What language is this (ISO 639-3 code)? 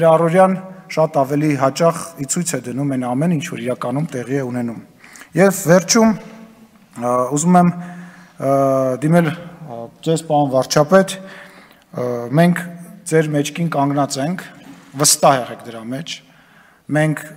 hye